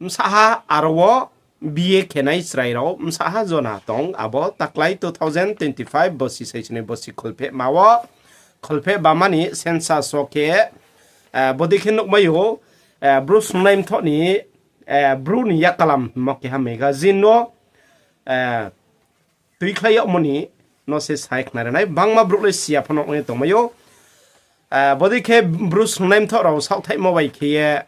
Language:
Riang (India)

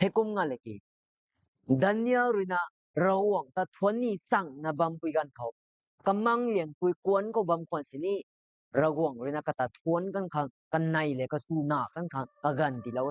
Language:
Rongmei Naga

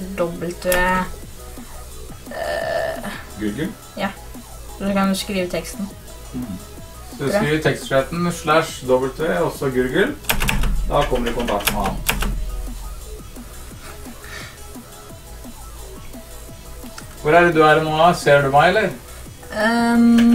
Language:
Norwegian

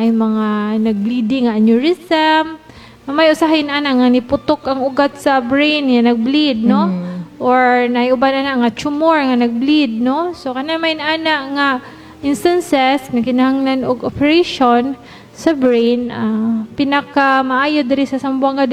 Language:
Cebuano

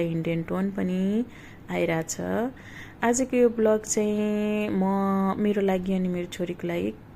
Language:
Nepali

